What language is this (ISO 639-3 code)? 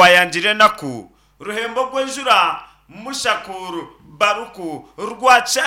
nyn